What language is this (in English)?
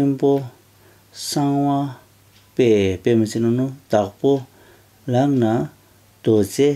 Tibetan